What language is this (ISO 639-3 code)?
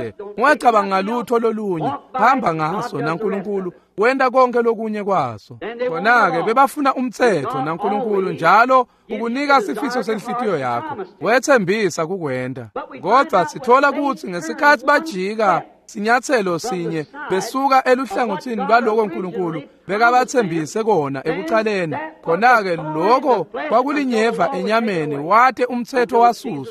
ssw